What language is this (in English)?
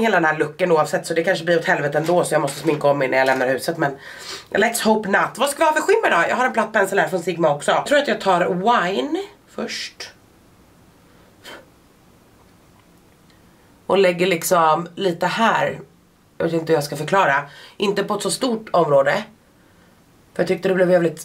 Swedish